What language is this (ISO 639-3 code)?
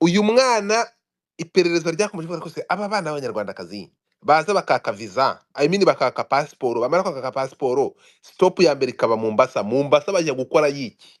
kin